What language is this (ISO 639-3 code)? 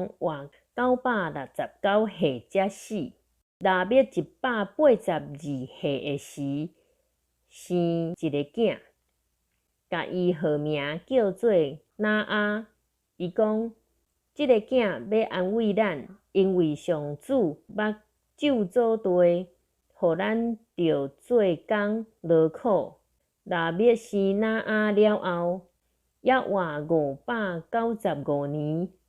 nan